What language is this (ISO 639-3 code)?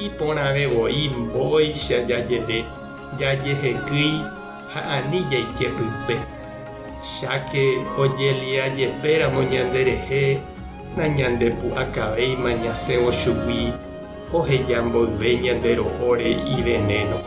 grn